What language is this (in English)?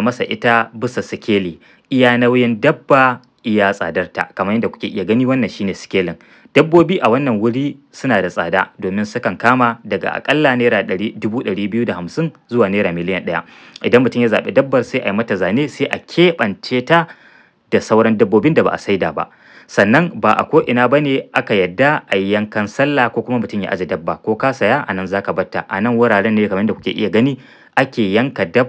Hausa